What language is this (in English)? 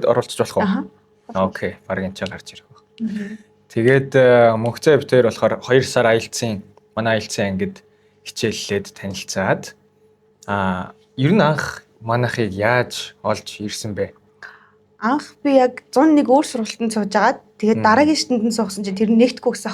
Mongolian